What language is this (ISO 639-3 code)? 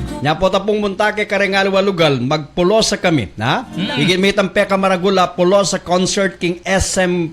pam